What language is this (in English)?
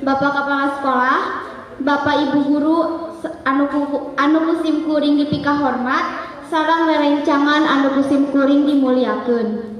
Sundanese